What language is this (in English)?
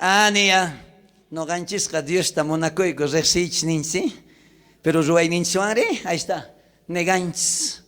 South Bolivian Quechua